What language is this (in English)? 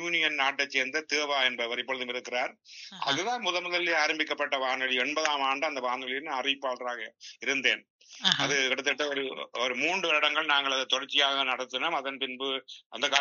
Tamil